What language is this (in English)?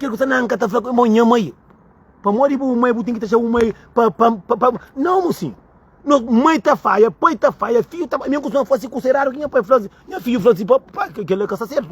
Kabuverdianu